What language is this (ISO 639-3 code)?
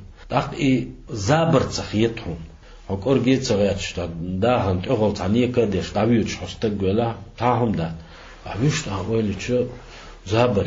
che